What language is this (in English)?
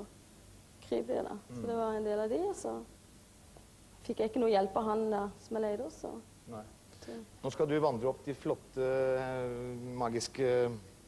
Norwegian